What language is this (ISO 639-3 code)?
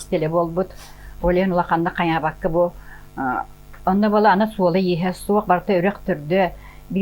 sah